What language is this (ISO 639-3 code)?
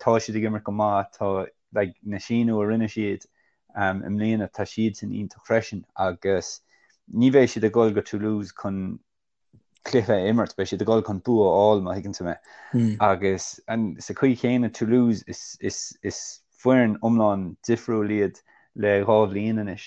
gle